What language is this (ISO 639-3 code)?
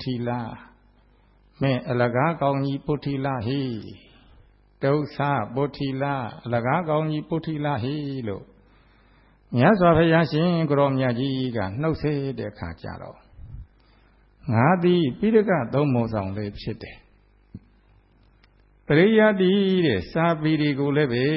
mya